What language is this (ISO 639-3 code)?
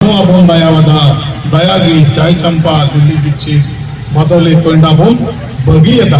sat